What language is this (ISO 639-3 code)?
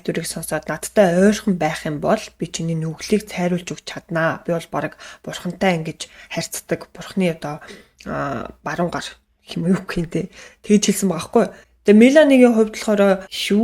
mon